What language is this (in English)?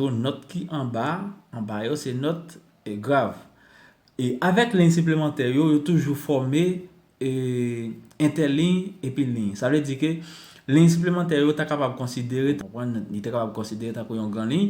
Haitian Creole